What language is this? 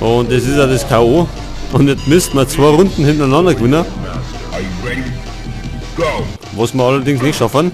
Bavarian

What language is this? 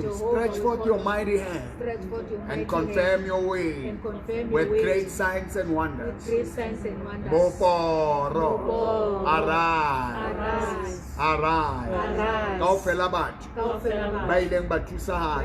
Southern Sotho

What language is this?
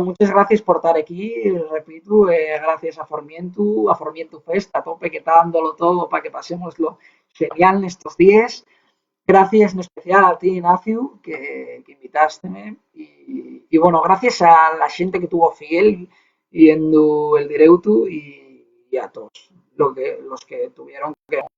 Asturian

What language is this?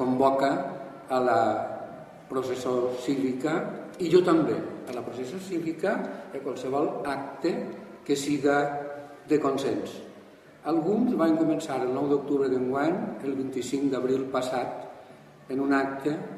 Catalan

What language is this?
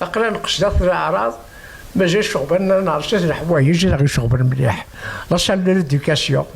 Kabyle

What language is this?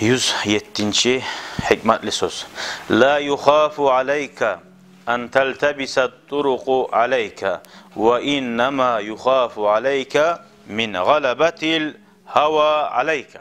Kumyk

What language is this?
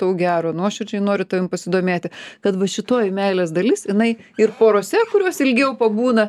Lithuanian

